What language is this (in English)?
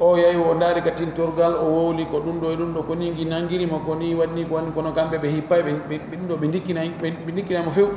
Pular